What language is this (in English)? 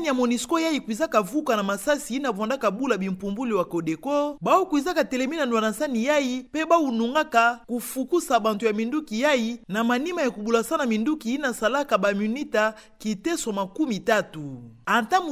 Kituba (Democratic Republic of Congo)